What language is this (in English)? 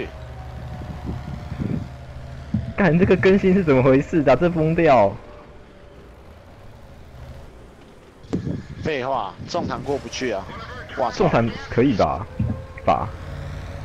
Chinese